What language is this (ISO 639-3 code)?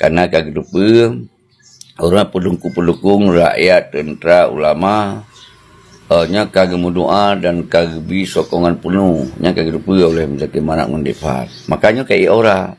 ace